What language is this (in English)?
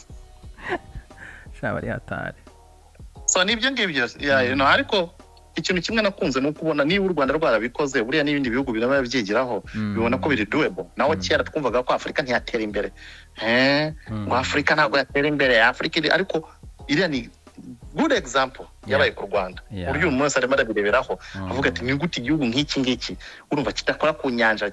Kinyarwanda